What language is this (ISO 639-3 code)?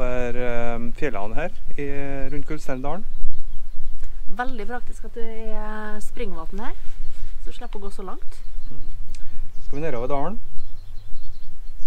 nor